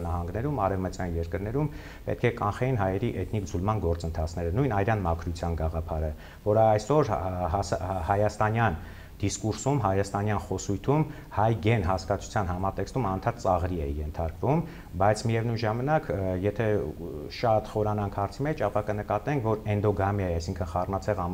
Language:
Armenian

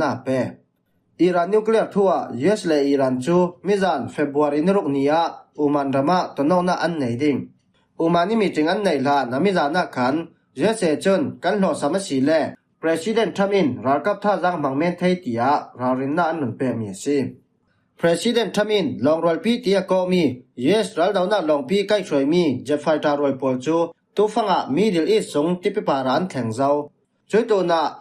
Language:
Falam Chin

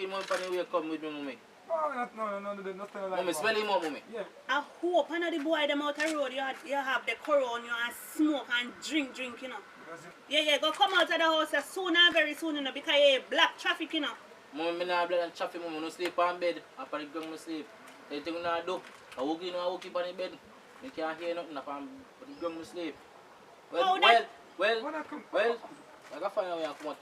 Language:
Jamaican Creole English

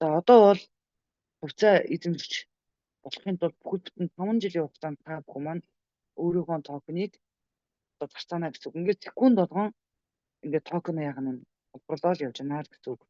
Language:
Mongolian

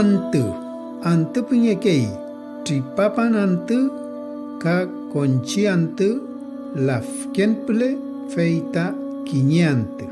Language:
Mapuche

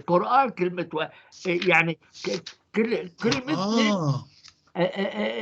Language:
North Levantine Arabic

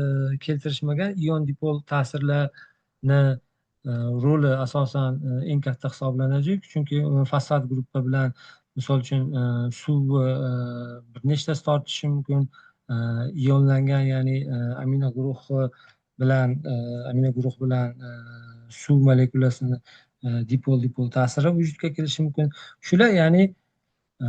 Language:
Uzbek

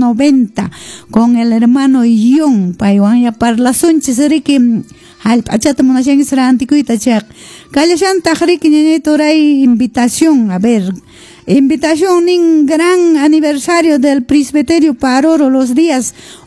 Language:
Quechua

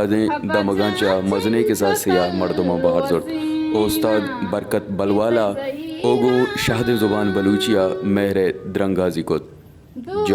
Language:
Baluchi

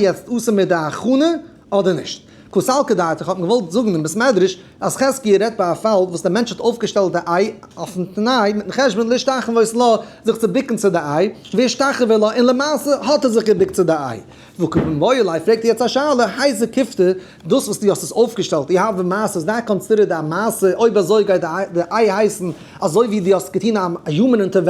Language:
Yiddish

